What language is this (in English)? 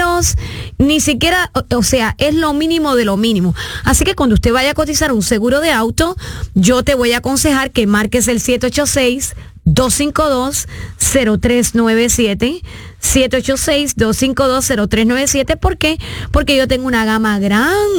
Spanish